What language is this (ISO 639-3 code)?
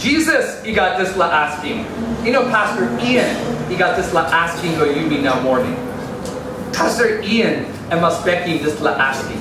tpi